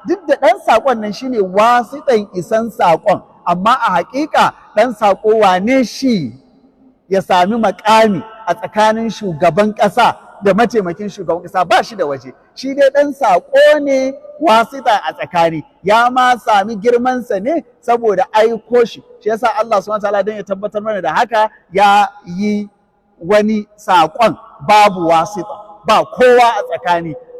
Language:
Hausa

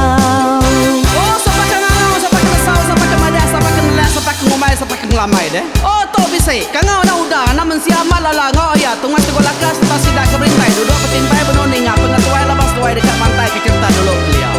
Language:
Iban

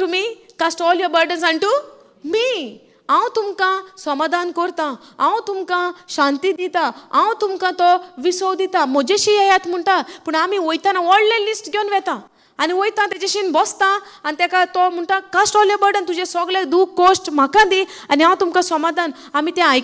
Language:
Konkani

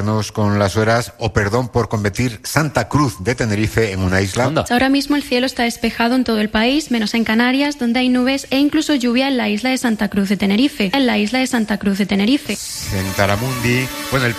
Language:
Spanish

